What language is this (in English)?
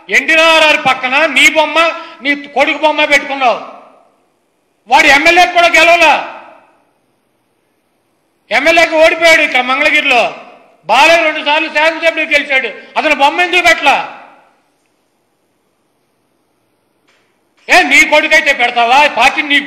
Telugu